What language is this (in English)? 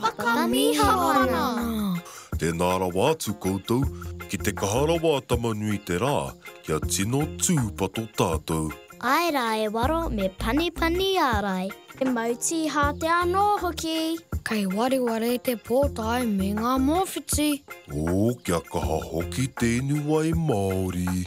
Māori